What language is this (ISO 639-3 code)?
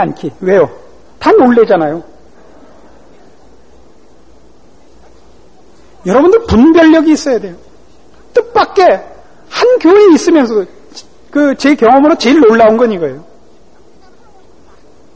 kor